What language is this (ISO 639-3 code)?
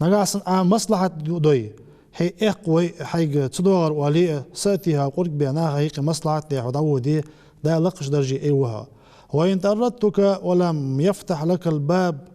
inh